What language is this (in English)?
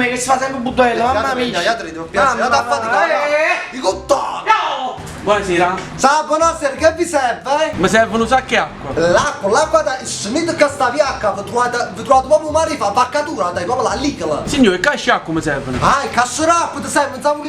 Neapolitan